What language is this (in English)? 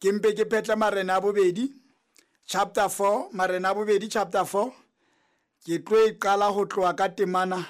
Southern Sotho